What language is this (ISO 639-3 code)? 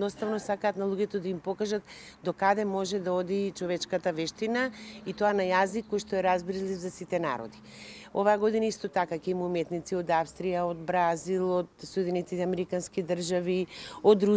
mkd